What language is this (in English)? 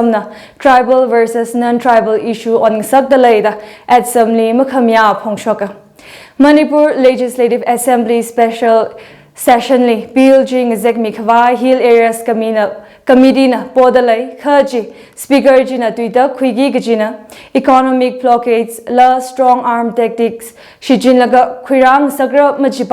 Tangkhul Naga (India)